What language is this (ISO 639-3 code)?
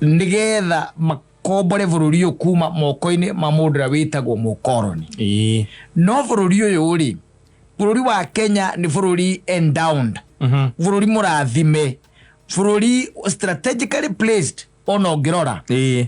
kik